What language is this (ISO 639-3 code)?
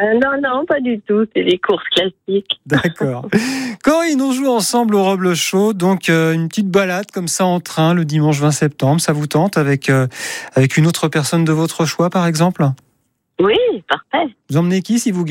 fra